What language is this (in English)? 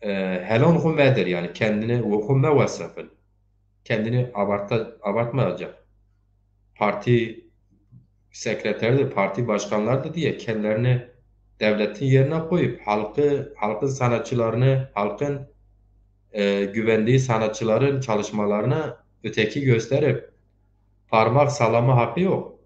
Zaza